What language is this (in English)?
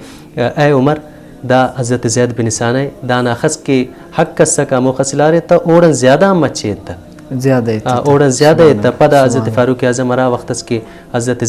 Brahui